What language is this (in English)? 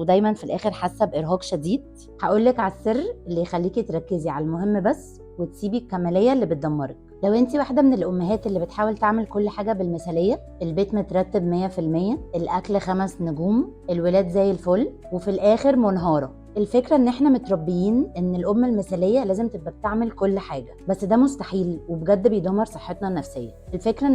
Egyptian Arabic